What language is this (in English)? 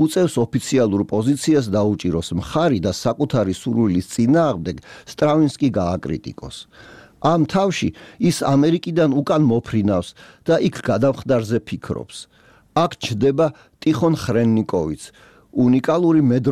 Georgian